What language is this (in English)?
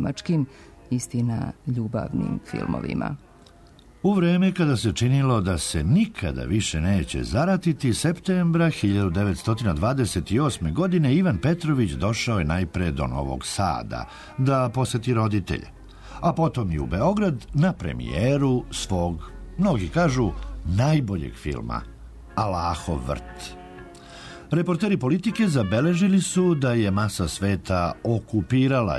Serbian